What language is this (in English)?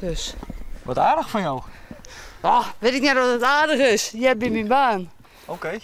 Western Frisian